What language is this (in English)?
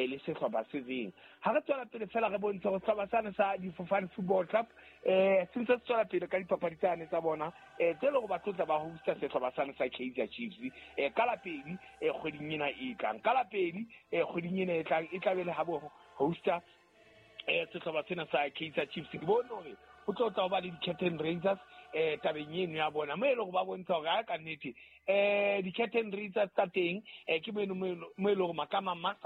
Southern Sotho